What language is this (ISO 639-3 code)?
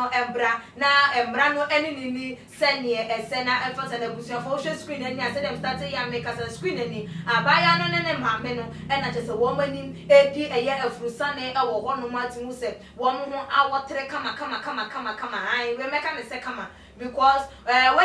aka